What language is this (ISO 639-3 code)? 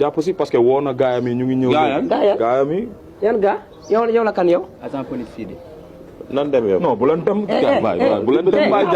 wol